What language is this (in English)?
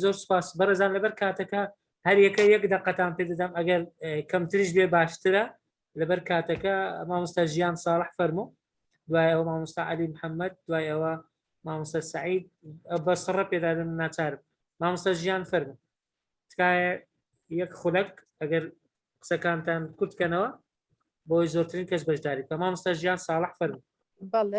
Central Kurdish